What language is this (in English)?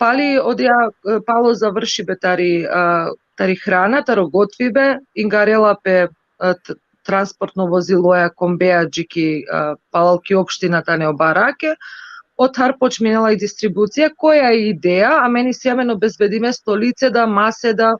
Balkan Romani